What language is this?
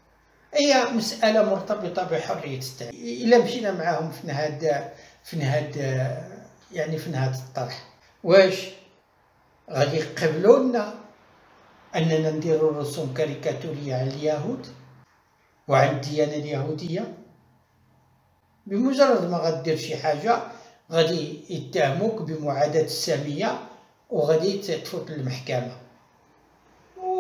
Moroccan Arabic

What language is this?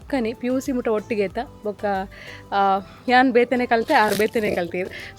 Tulu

